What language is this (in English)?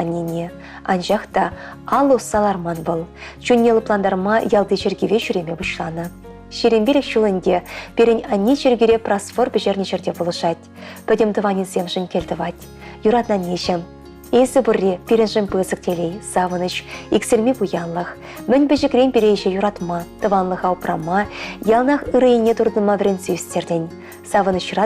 Chuvash